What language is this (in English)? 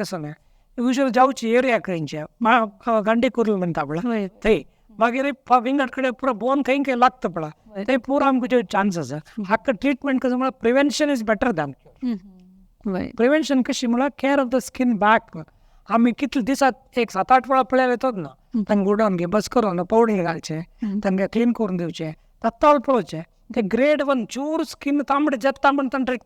Konkani